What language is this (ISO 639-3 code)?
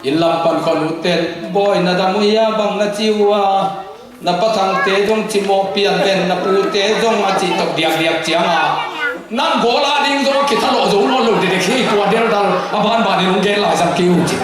ctd